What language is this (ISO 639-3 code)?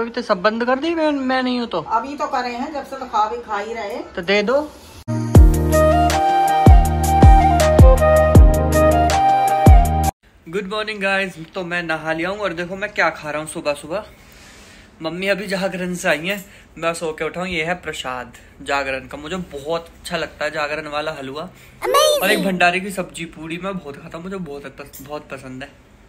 hin